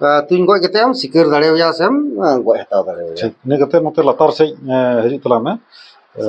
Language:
Santali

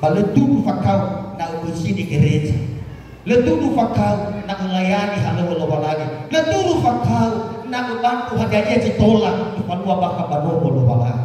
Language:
Nias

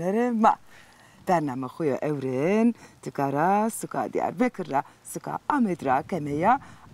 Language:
Zaza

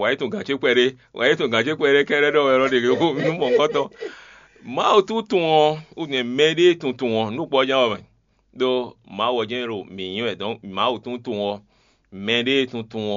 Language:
Fon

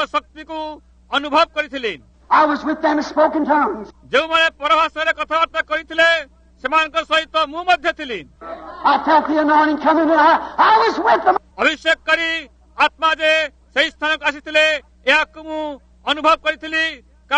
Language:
Odia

